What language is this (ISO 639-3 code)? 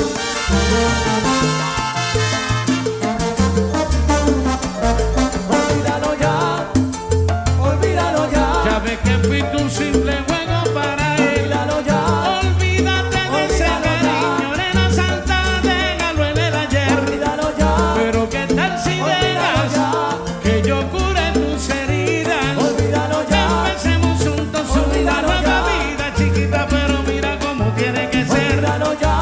spa